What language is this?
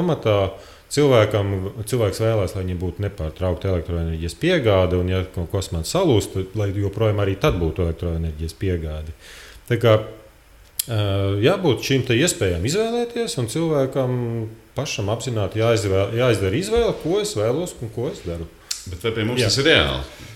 Latvian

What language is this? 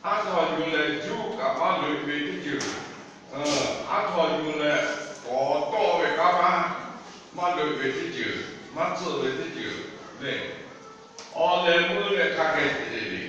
Lahu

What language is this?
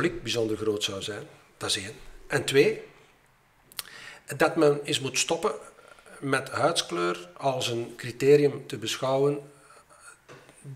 Dutch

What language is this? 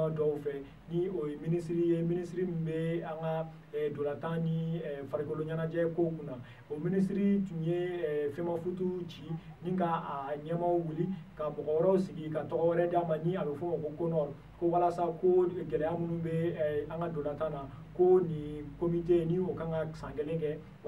Bambara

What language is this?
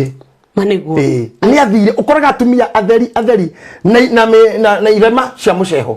Kikuyu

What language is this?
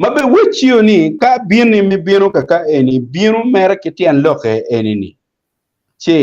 Acoli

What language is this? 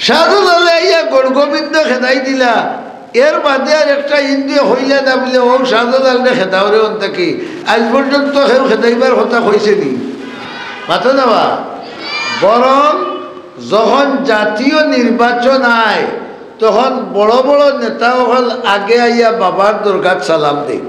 Sylheti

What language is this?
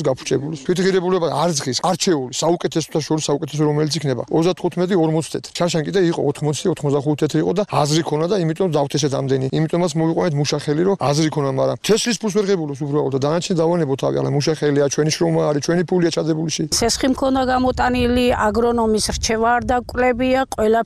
Georgian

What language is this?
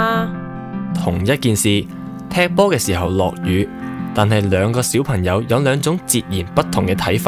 Cantonese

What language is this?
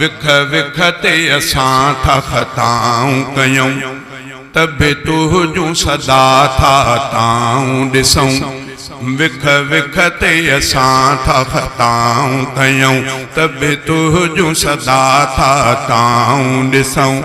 Sindhi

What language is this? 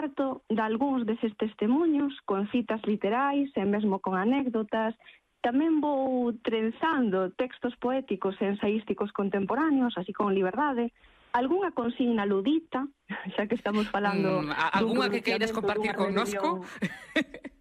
Galician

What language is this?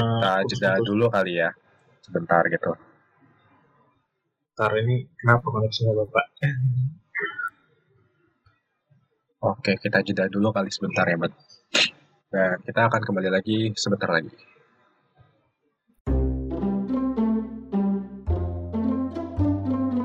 Indonesian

